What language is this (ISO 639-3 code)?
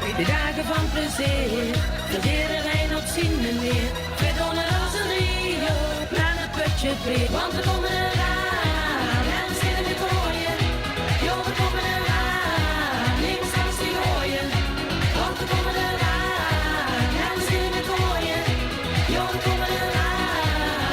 lim